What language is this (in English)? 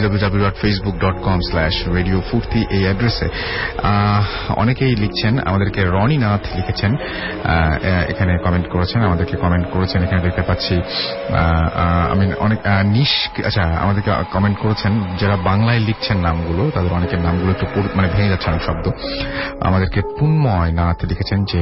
Bangla